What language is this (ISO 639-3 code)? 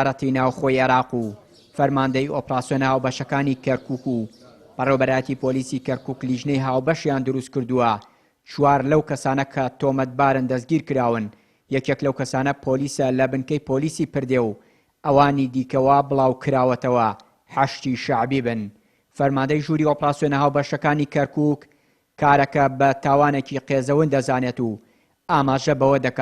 ckb